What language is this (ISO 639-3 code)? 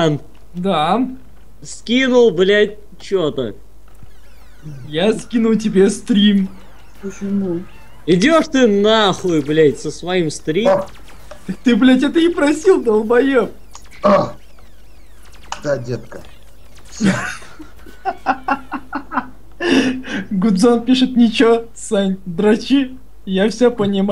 rus